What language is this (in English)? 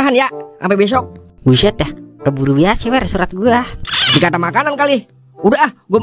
Betawi